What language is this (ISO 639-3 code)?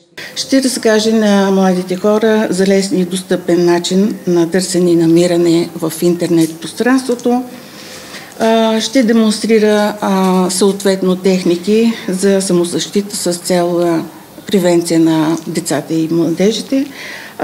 bul